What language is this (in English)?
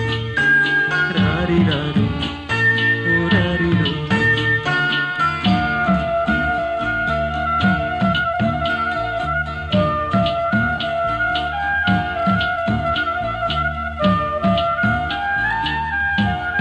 Tamil